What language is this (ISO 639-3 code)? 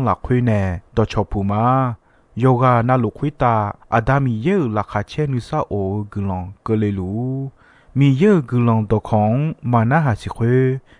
ahk